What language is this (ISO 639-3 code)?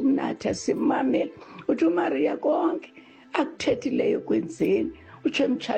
xho